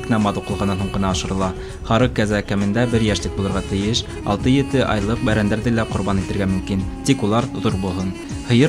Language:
Bashkir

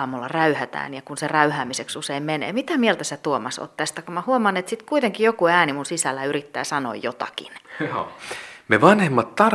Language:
Finnish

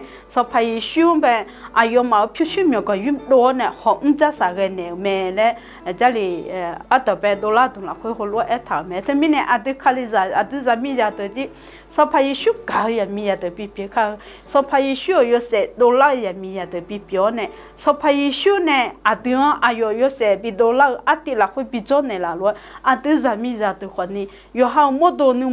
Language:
Akha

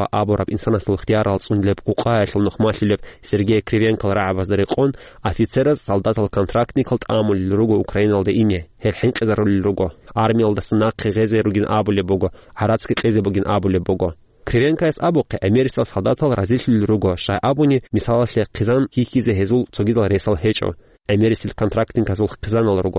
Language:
Avaric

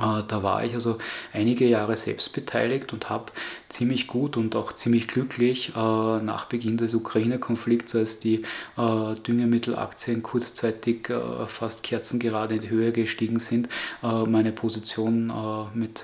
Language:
German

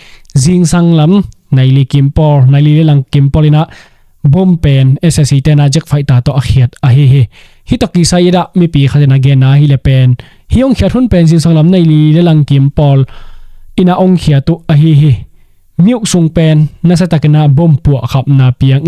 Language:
Tedim Chin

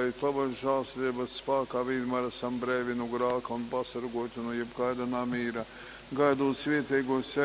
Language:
Latgalian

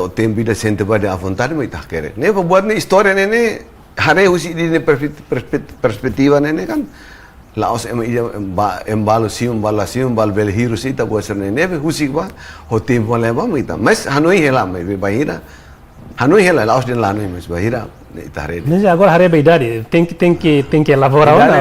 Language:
Tetum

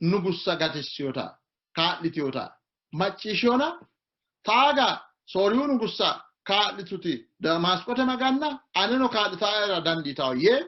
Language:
Sidamo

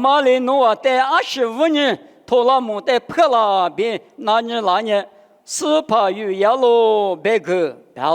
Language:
Lisu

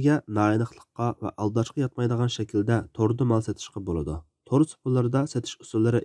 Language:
Uyghur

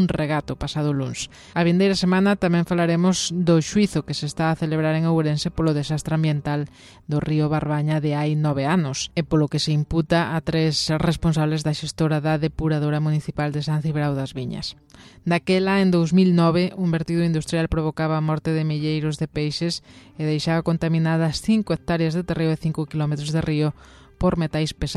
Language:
Galician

